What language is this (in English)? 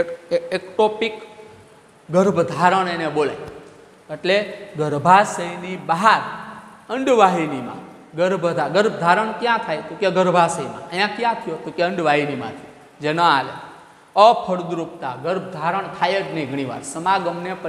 Gujarati